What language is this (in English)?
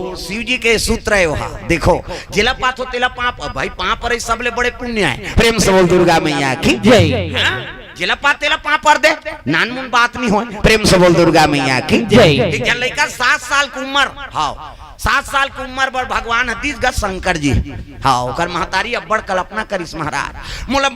Chhattisgarhi